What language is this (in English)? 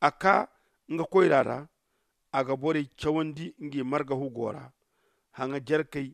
Zarma